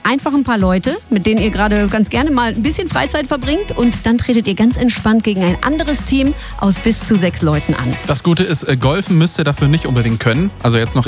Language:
German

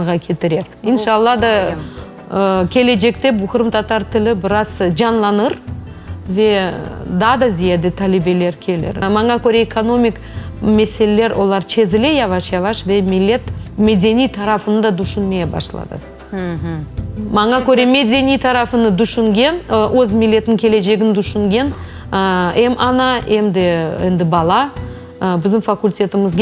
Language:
Crimean Tatar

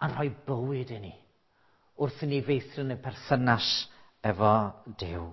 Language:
Welsh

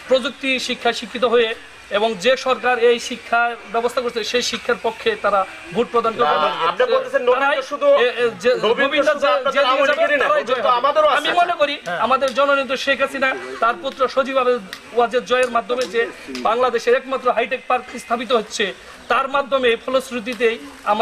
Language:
Bangla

